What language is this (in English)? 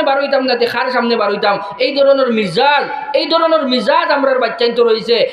Sylheti